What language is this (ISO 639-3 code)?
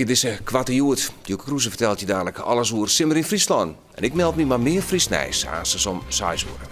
fry